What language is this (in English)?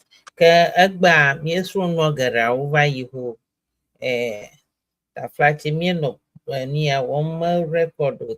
Ewe